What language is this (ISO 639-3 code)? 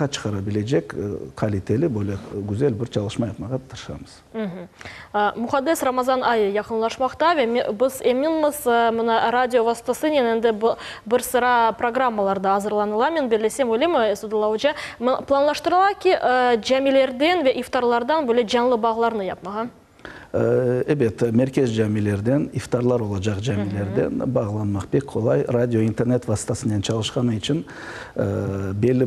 crh